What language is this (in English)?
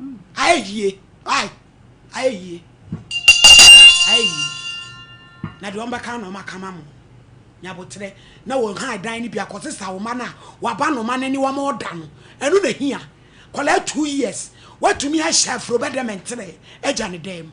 Akan